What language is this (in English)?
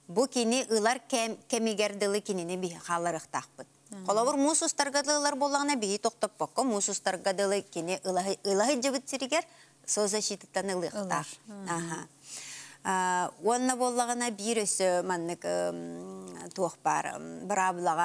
Yakut